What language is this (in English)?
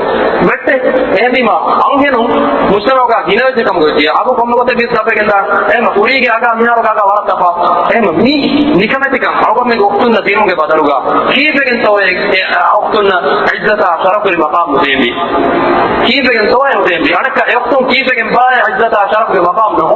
Divehi